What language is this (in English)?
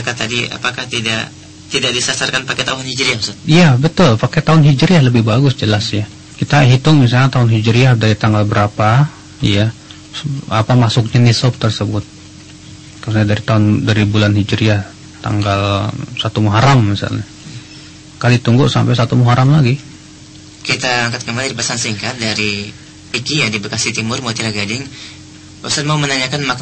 Indonesian